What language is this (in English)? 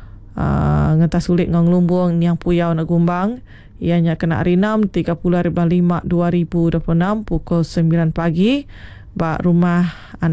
Iban